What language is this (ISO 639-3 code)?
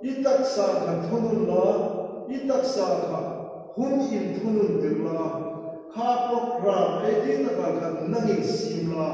hmr